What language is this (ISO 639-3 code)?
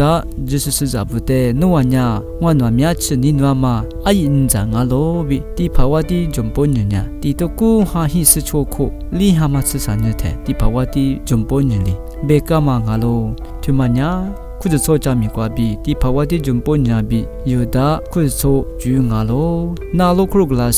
lis